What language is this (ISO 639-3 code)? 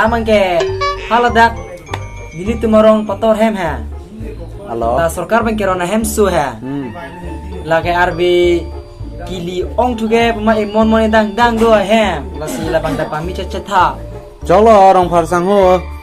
mjw